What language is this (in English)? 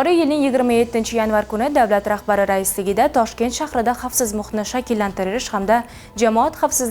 Uzbek